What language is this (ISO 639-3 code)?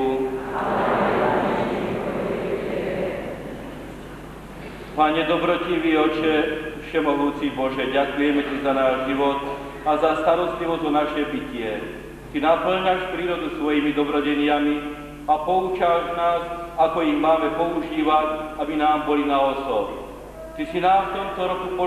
slk